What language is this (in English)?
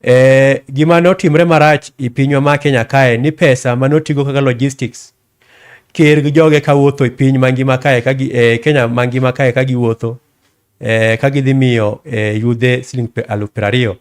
Luo (Kenya and Tanzania)